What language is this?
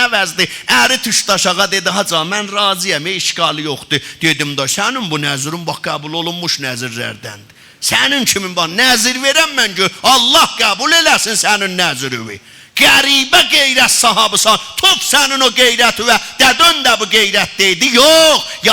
South Azerbaijani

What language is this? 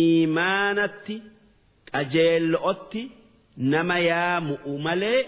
Oromo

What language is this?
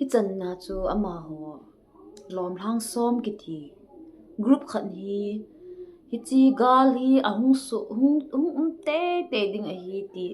Thado Chin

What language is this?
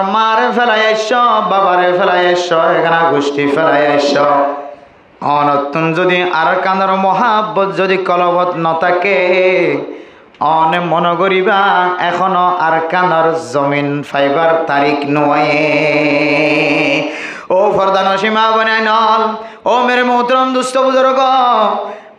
Rohingya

